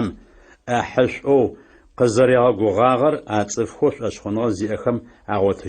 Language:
Adyghe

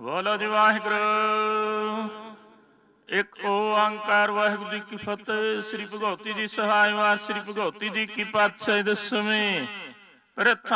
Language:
Punjabi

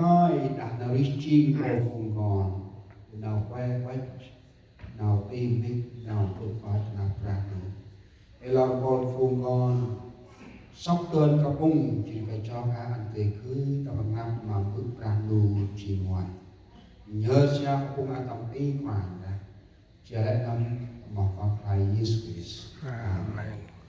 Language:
Central Mnong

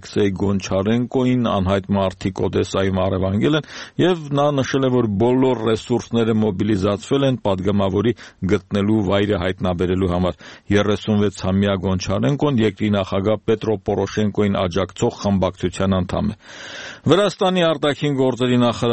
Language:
Armenian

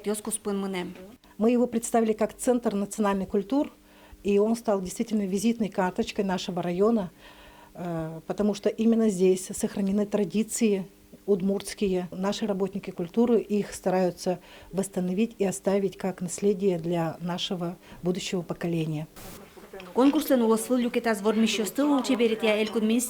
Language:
Udmurt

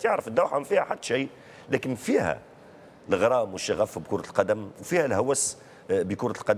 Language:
Tunisian Arabic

